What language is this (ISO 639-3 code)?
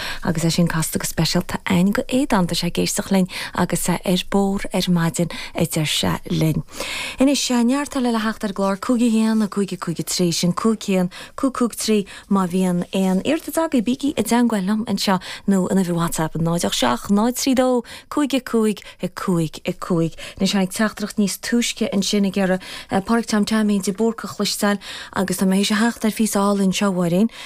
gle